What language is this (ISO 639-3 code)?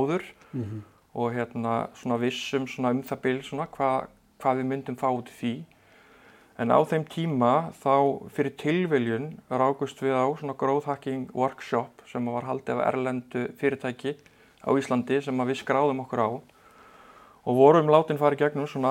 isl